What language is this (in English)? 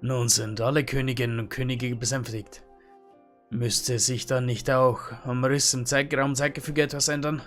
Bavarian